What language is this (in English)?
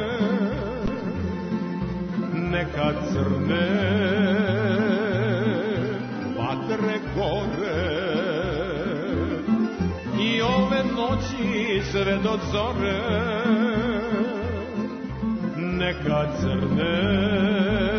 Serbian